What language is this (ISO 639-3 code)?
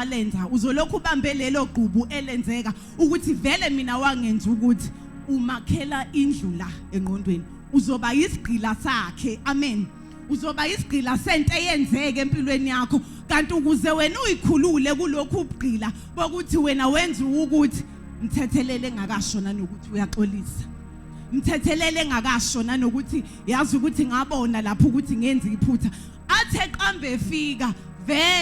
zul